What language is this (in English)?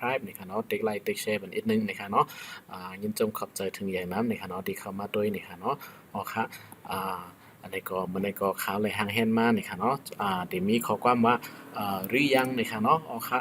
Shan